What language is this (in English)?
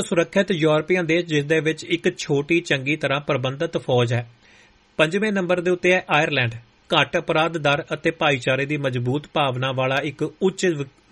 Punjabi